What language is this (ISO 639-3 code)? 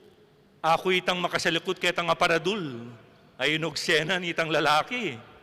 pam